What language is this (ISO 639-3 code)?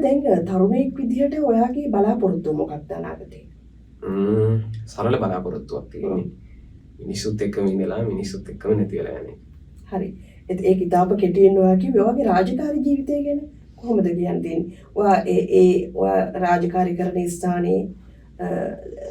sin